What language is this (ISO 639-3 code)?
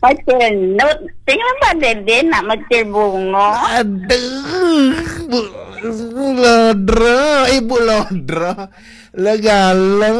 ban